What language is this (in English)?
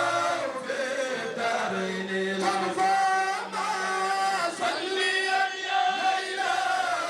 Fula